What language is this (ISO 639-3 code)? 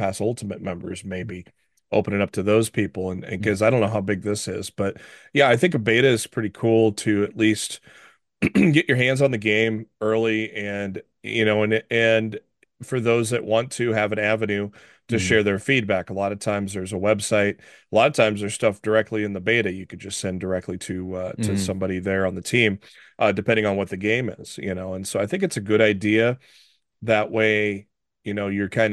eng